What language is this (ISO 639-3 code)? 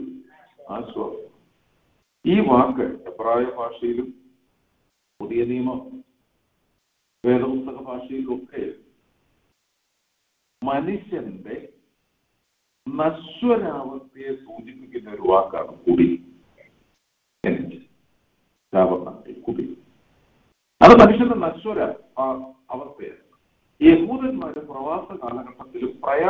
mal